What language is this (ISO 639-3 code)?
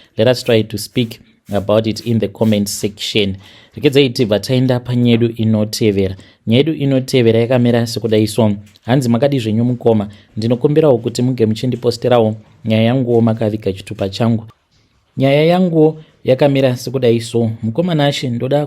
sna